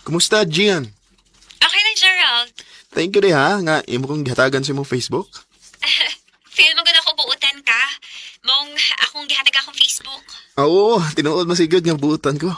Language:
Cebuano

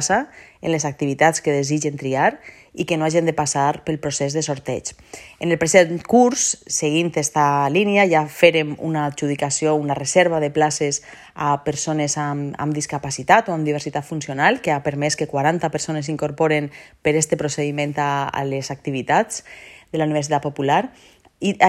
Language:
Catalan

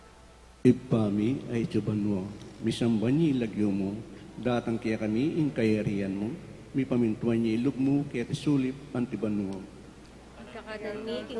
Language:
Pampanga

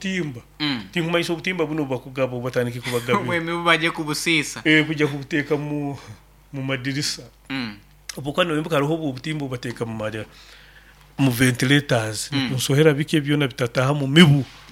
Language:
Nyoro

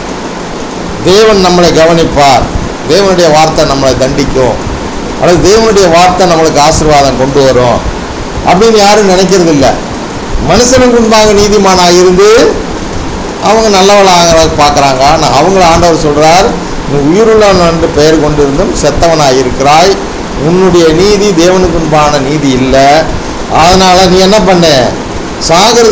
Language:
Tamil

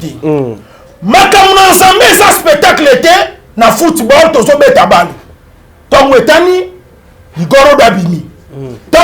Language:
Lingala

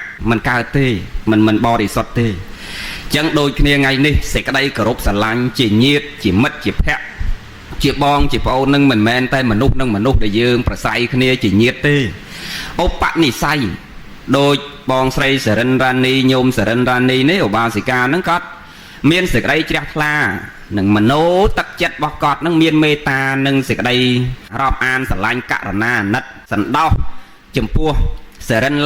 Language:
Khmer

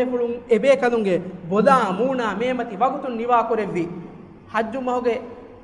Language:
Divehi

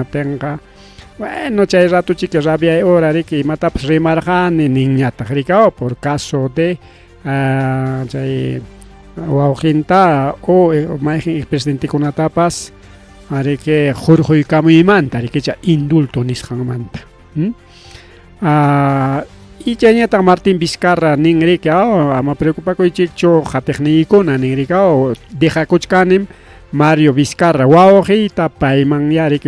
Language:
Ayacucho Quechua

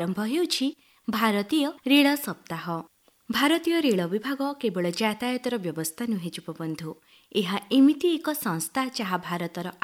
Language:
Odia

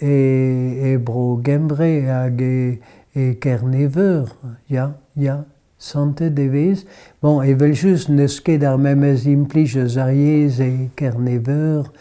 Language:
Breton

